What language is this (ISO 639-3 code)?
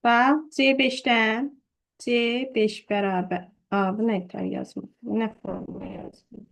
aze